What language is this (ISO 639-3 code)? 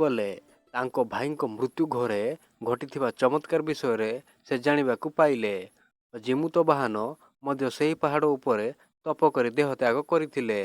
ori